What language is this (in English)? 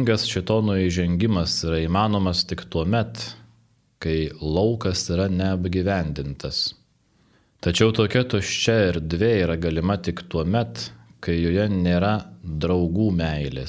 Lithuanian